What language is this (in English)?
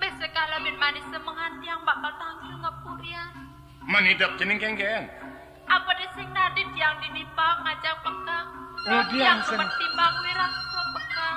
Balinese